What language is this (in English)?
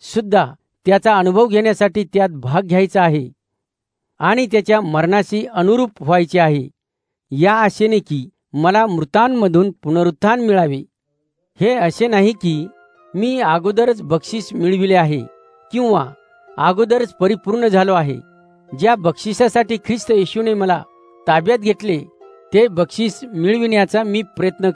Marathi